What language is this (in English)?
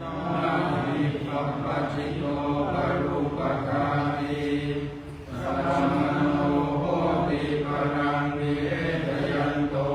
Pali